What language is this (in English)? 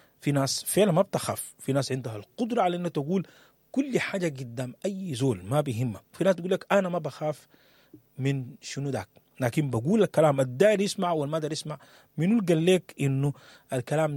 Sudanese Arabic